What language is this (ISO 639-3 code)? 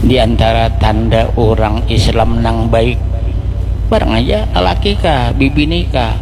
bjn